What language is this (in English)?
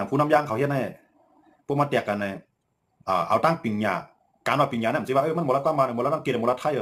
Shan